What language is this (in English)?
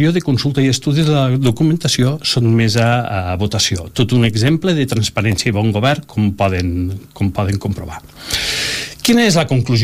Catalan